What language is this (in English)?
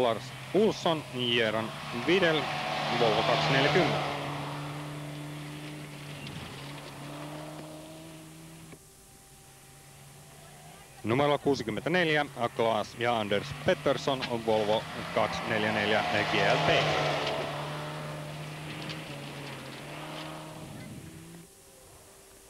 Finnish